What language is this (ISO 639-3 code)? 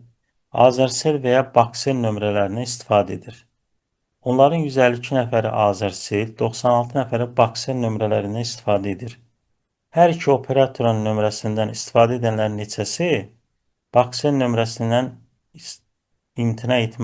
aze